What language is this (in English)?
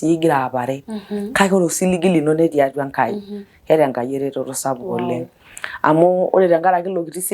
Masai